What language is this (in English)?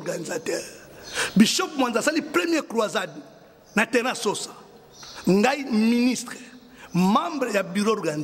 Lingala